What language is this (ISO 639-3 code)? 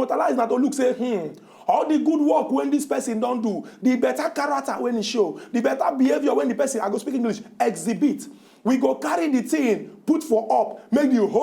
pcm